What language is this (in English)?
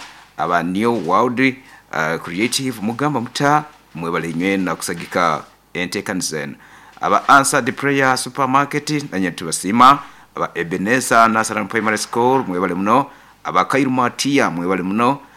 Nyoro